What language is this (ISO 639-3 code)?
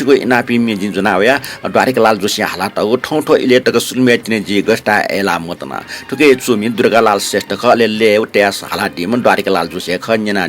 new